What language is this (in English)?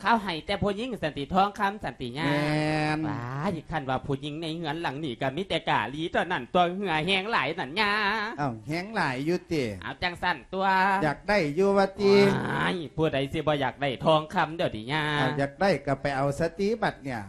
Lao